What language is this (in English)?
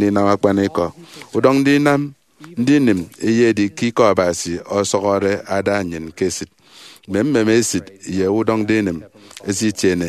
Efik